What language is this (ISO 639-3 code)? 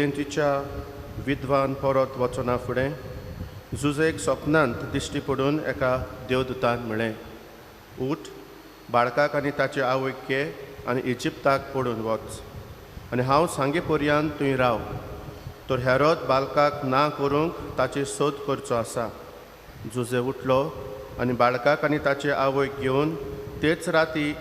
kok